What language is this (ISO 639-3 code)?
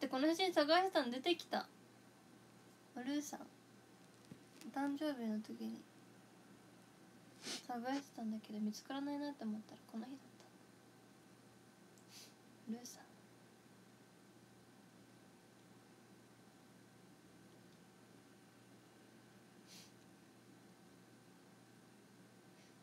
jpn